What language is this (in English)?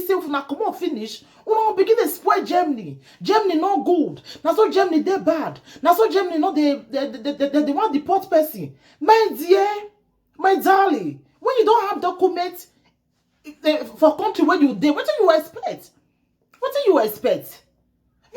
Nigerian Pidgin